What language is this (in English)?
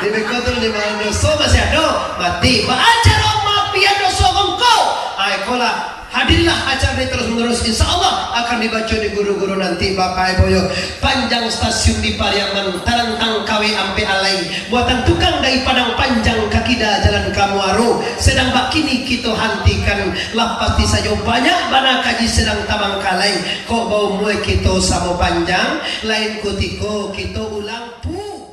Minangkabau